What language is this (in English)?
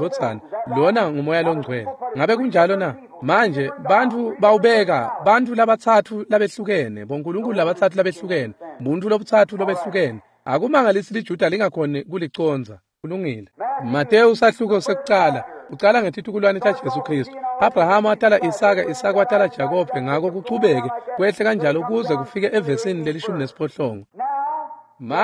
Swati